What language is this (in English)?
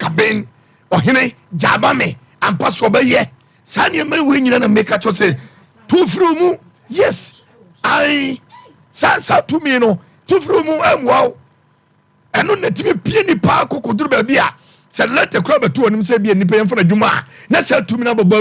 Akan